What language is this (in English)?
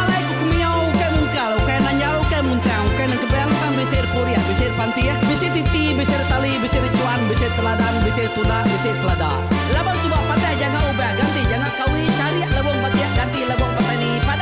Iban